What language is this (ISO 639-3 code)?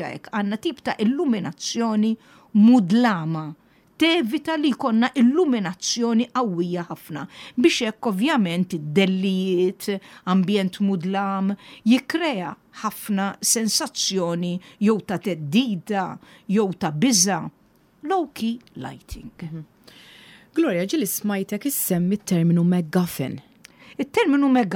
mlt